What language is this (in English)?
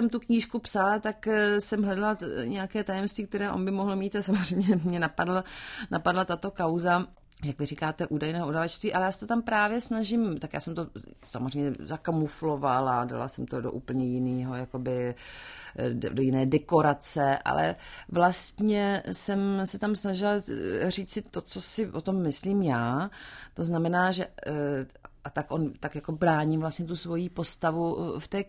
Czech